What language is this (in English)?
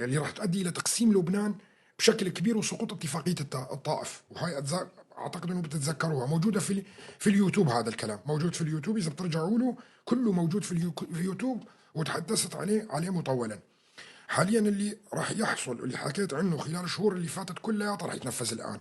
North Levantine Arabic